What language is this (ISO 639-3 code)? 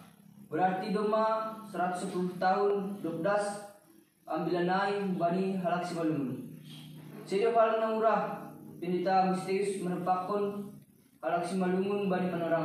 bts